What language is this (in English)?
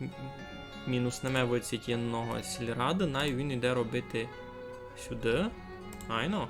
Rusyn